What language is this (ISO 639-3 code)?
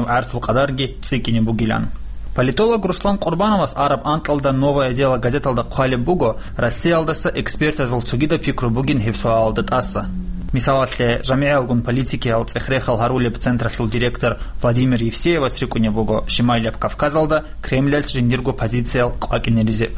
ava